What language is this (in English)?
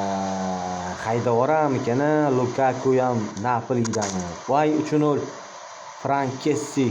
Uzbek